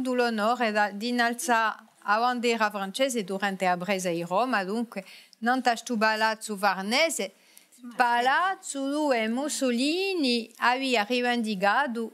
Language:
Corsican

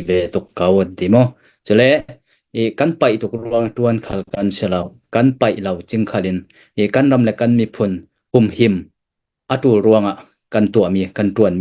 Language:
Falam Chin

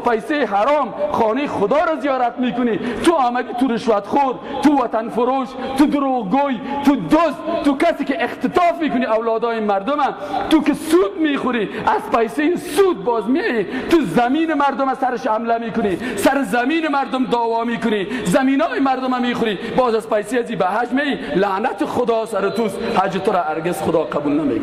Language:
Persian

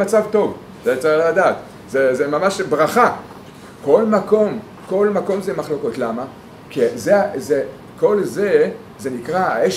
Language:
Hebrew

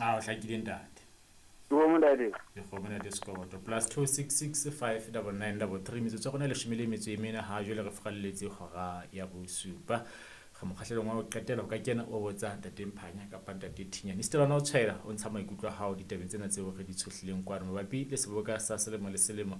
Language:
Southern Sotho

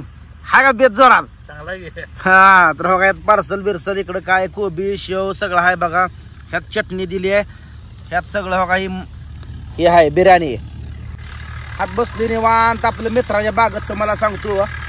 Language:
Marathi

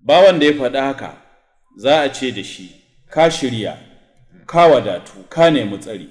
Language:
Hausa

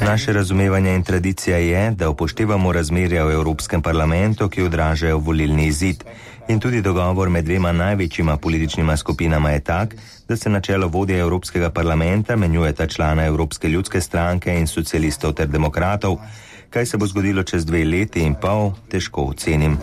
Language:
Slovenian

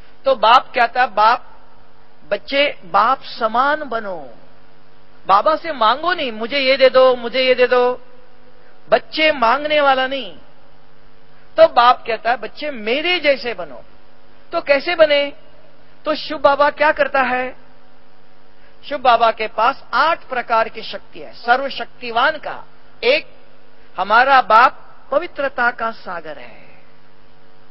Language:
Hindi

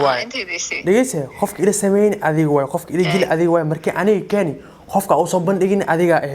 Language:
Somali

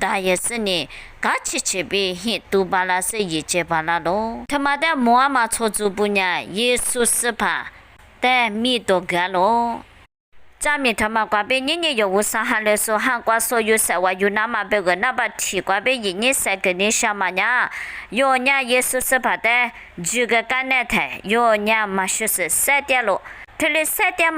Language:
Lisu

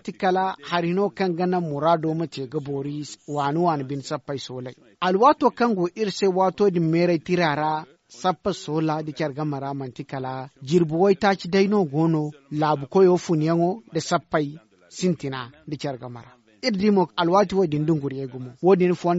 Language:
Zarma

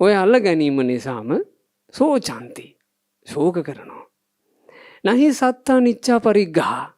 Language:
Sinhala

